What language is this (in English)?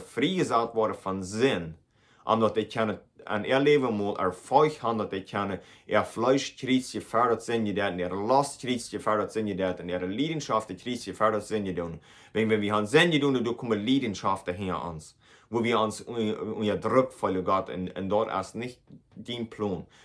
Plautdietsch